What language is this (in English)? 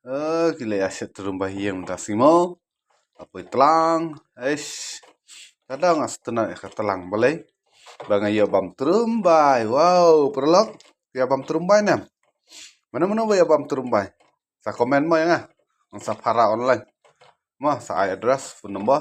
Khasi